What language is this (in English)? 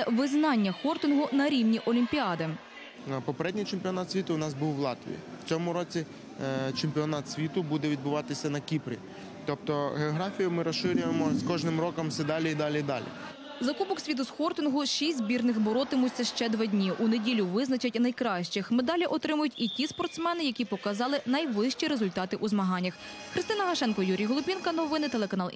Ukrainian